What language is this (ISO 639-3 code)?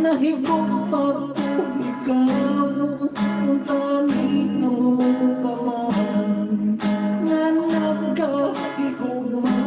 hil